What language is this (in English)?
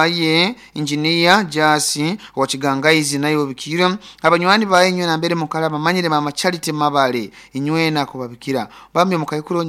Nyoro